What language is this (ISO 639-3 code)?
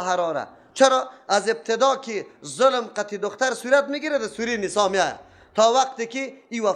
fas